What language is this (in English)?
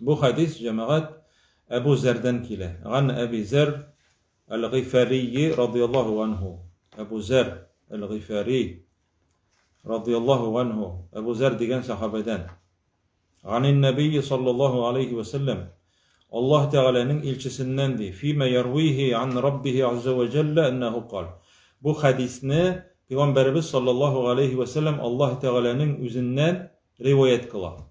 Tatar